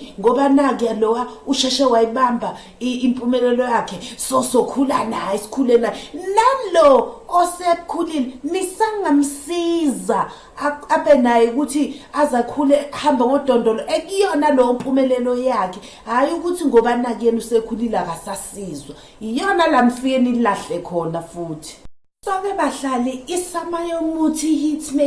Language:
Zulu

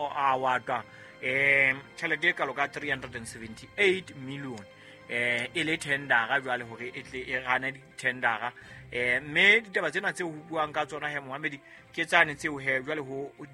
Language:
Southern Sotho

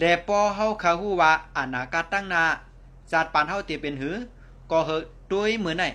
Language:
Shan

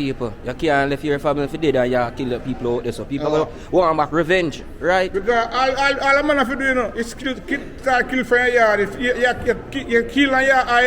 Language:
Jamaican Creole English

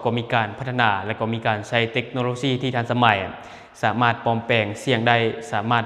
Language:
Lao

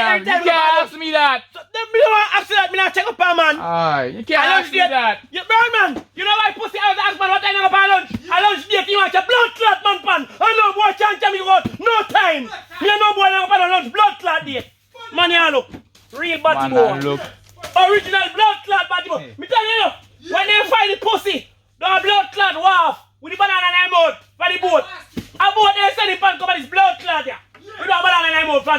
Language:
Jamaican Creole English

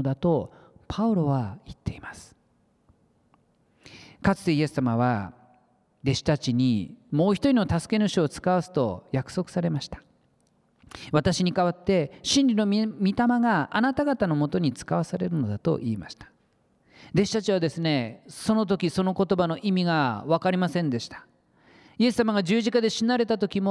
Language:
Japanese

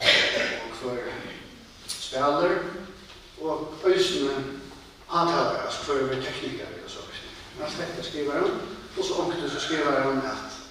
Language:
Faroese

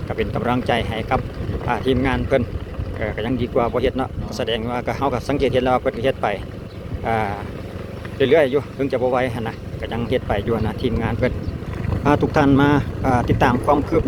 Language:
Lao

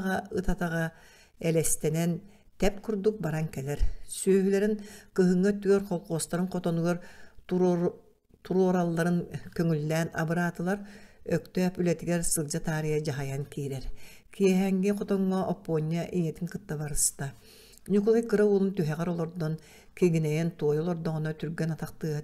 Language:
Yakut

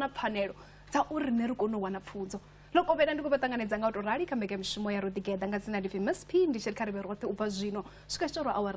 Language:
Venda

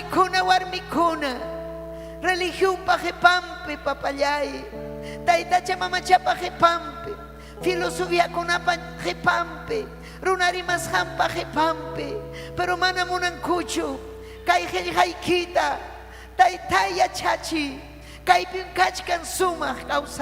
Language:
Ayacucho Quechua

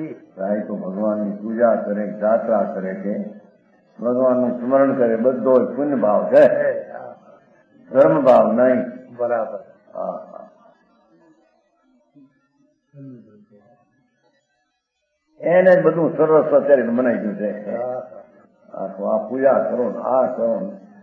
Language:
Gujarati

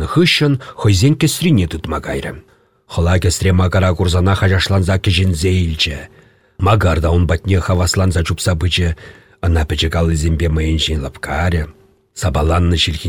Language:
Chuvash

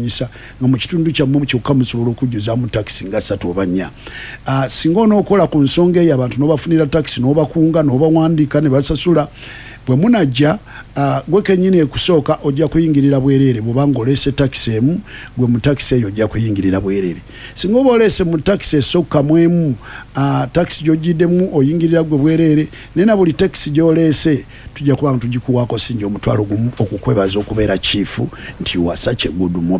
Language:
Ganda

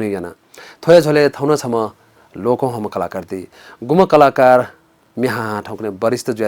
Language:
Newari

